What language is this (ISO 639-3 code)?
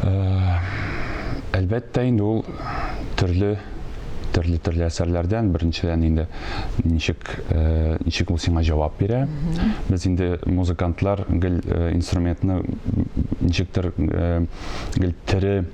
tat